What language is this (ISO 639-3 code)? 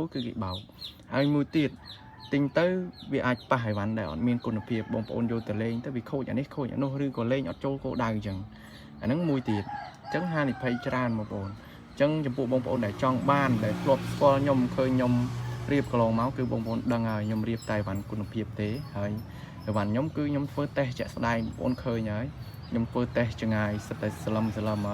khm